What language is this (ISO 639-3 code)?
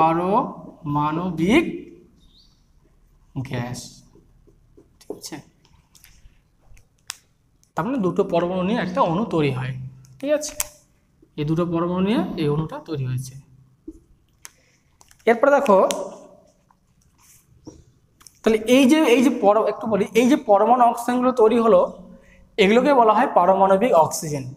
ben